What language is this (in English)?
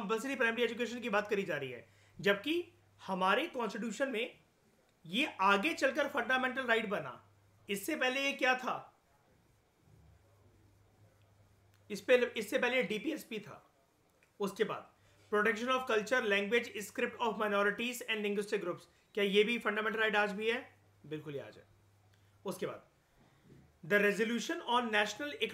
Hindi